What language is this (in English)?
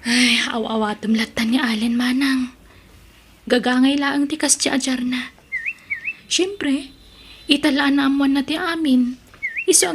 Iloko